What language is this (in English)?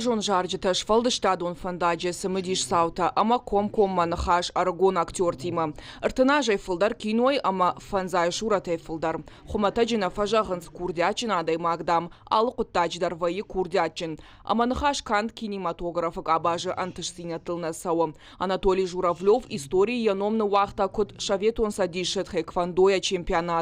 Ossetic